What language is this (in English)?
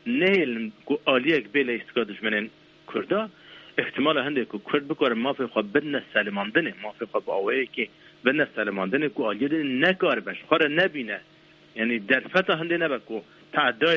Kurdish